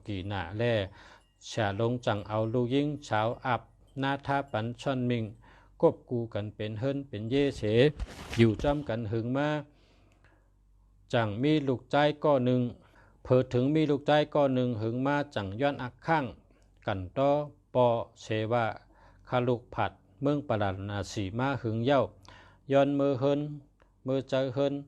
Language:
Shan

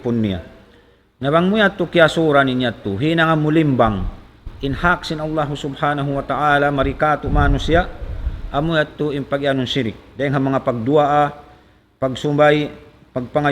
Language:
Tausug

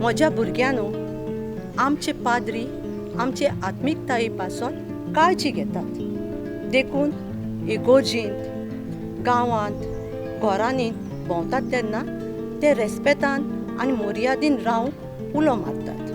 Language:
Konkani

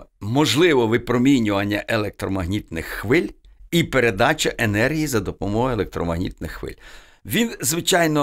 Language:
Ukrainian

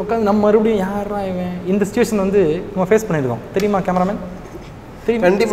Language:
Tamil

